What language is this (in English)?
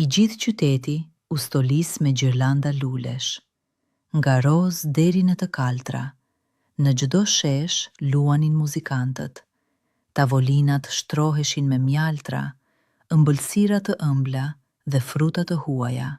Albanian